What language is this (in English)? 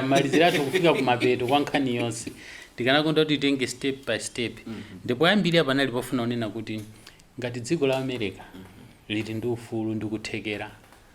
Nyanja